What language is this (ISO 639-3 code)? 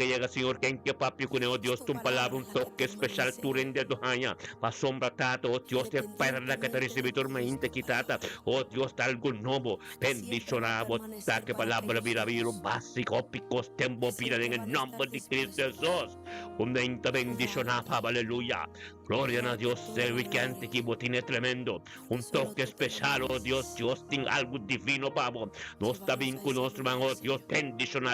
pap